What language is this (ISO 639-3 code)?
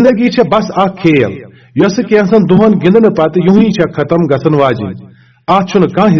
kas